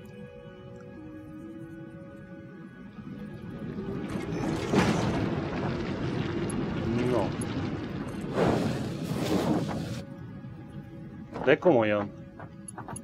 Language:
Hungarian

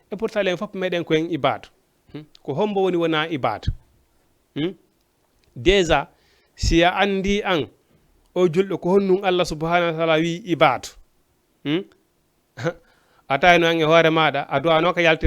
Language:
Fula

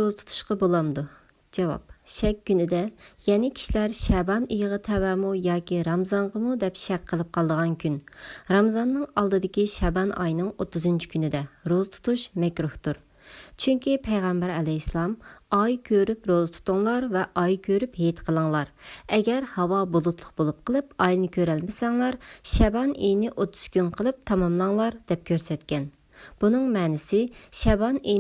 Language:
Uyghur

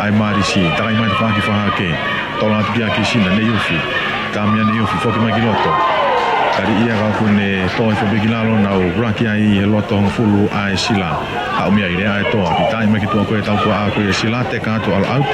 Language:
Tongan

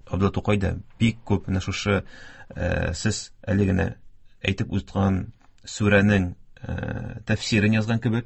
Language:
Tatar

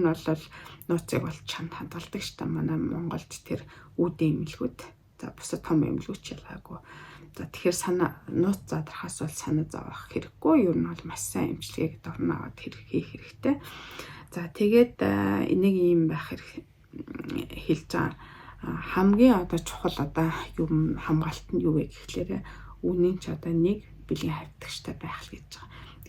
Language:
Mongolian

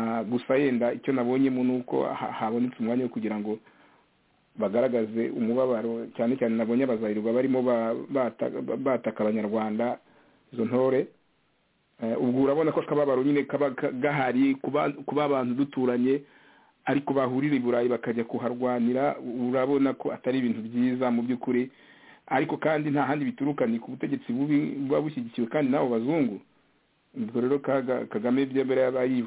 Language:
Kinyarwanda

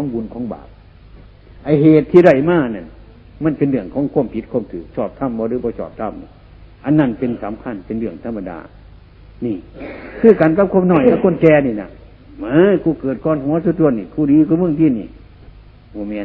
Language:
Northeastern Thai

